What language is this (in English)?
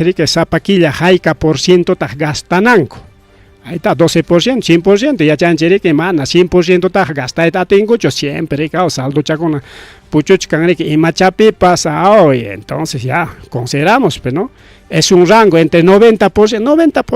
Ayacucho Quechua